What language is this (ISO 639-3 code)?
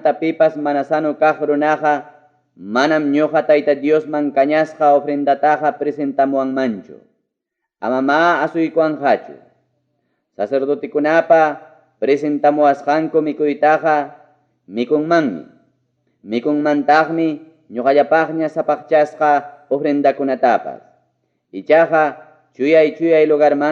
quy